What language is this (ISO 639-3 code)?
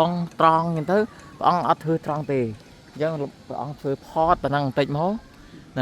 khm